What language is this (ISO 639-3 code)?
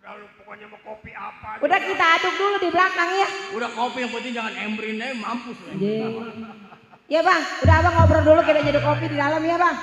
bew